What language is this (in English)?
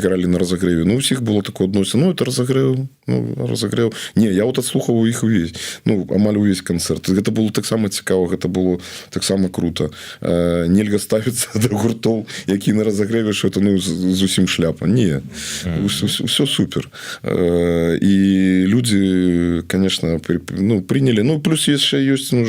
Belarusian